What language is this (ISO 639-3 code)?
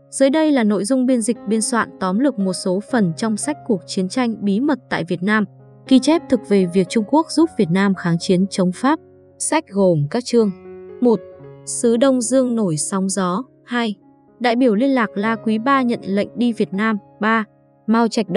vie